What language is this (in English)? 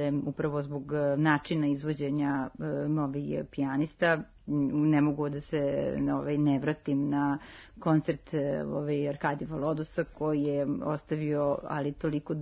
Serbian